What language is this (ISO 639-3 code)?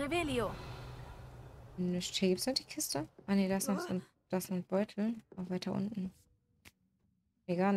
deu